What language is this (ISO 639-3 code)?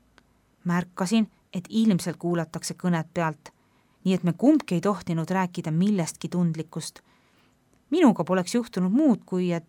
est